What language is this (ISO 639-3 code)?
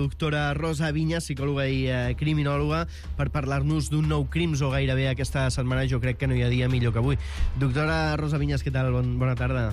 cat